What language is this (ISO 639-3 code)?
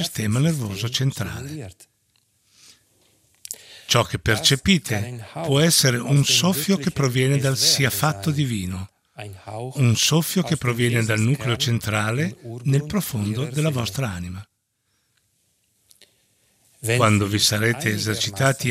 ita